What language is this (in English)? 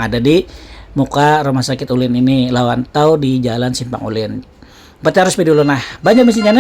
Banjar